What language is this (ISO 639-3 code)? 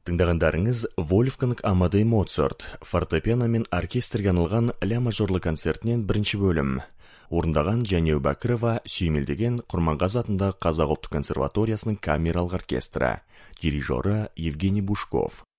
kaz